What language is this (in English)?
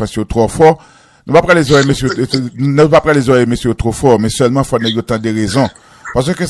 Haitian Creole